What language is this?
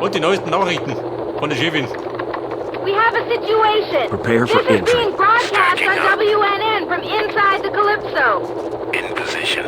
Bavarian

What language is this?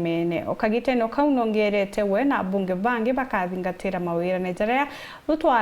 Meru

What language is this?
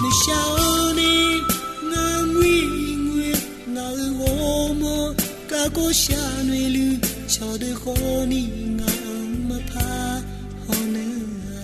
Akha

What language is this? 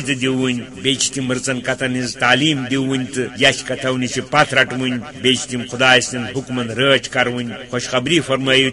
Kashmiri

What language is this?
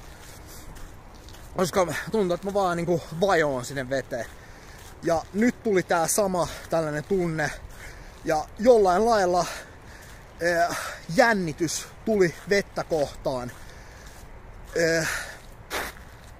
Finnish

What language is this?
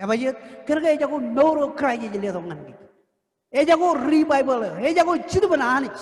Marshallese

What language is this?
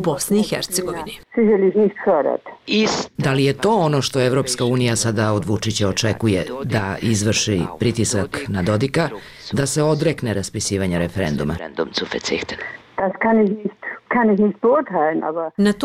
Bosnian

